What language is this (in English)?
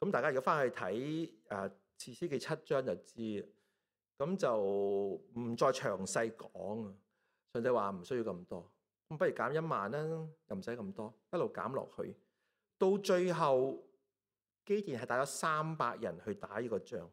Cantonese